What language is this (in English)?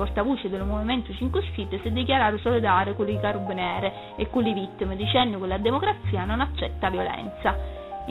Sicilian